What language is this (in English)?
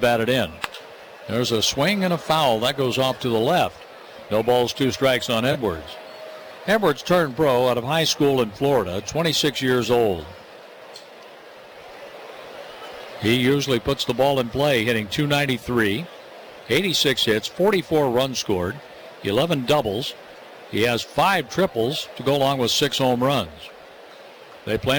English